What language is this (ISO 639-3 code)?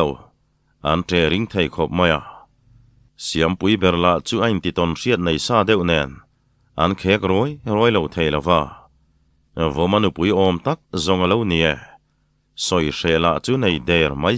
lus